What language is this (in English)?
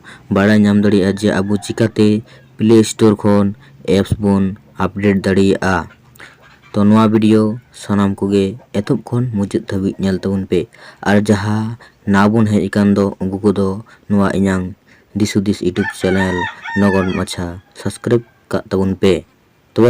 Santali